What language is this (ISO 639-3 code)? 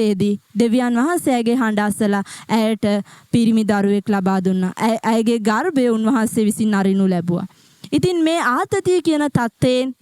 sin